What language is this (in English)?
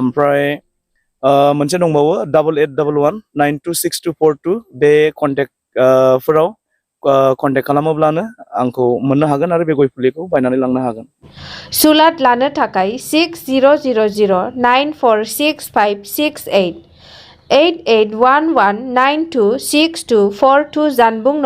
Bodo